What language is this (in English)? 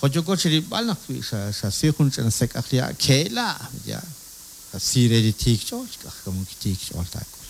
Kekchí